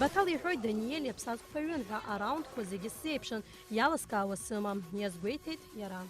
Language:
Abkhazian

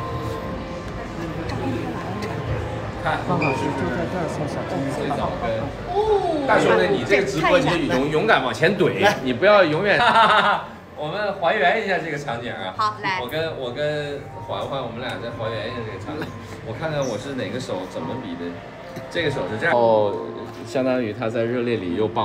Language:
Chinese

